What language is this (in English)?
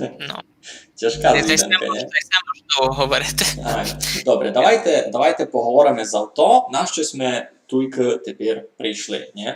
Rusyn